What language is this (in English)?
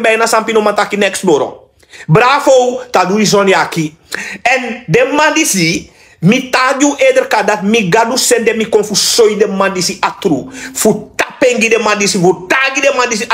Sranan Tongo